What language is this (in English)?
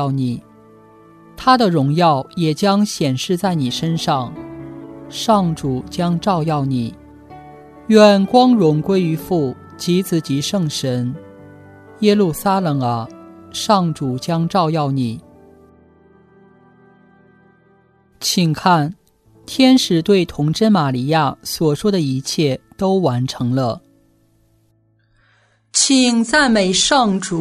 Chinese